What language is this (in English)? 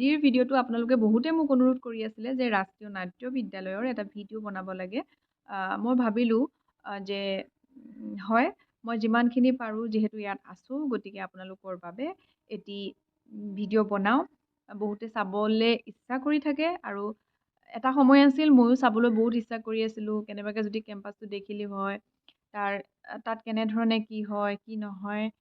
Assamese